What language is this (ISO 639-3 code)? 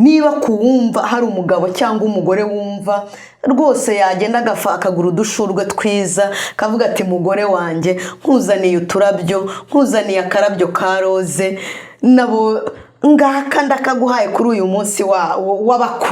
kin